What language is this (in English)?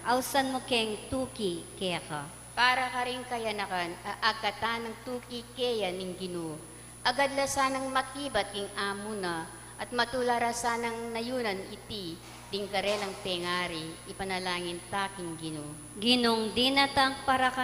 Pampanga